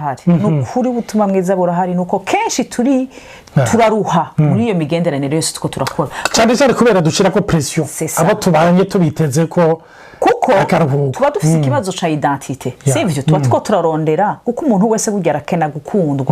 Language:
Rundi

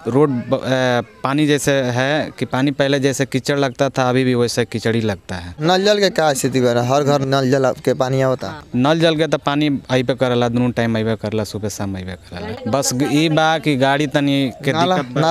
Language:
Bhojpuri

